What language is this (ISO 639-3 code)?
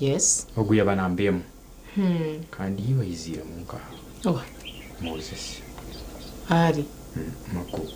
nyn